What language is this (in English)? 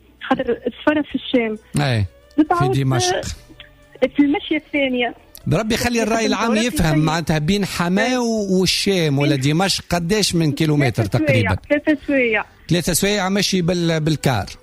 Tunisian Arabic